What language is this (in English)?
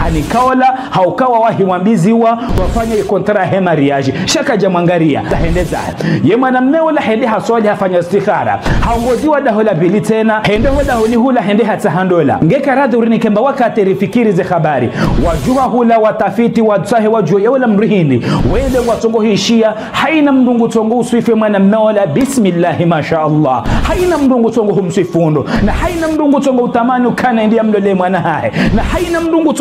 Ngazidja Comorian